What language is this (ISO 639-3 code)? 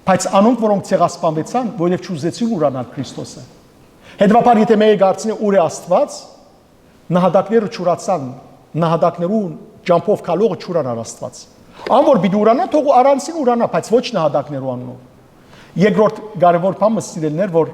hyw